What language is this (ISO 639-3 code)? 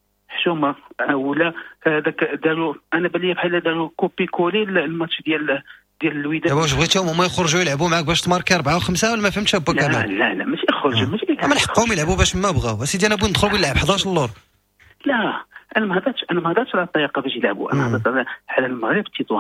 ary